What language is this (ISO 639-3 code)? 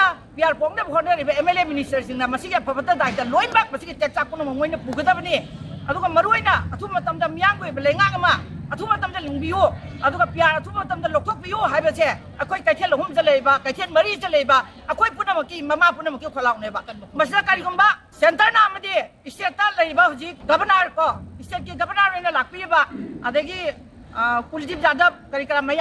mni